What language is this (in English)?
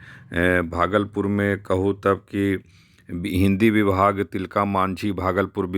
Magahi